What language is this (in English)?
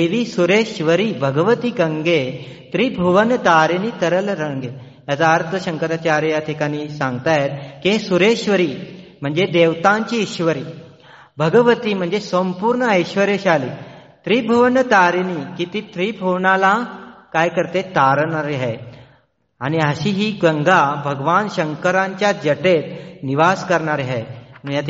Marathi